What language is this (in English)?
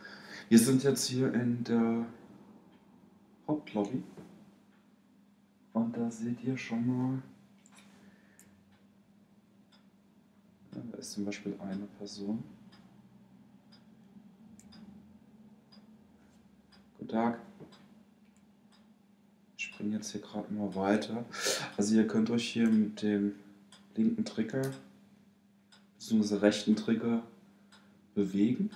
German